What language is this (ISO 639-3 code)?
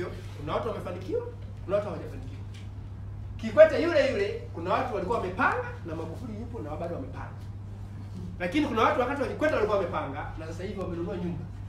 swa